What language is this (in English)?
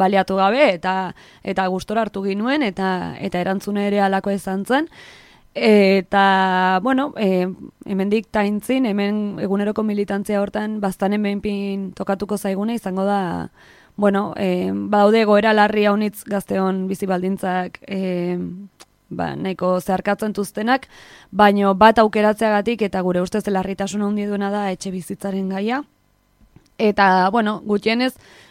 Basque